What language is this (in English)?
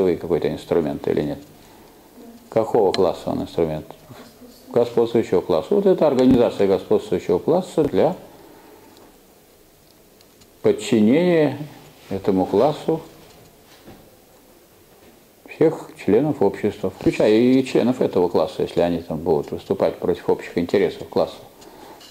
Russian